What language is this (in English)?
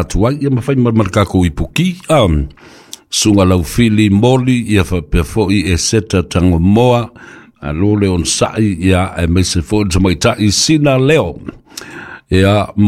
Samoan